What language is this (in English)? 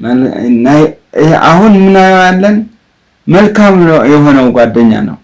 Amharic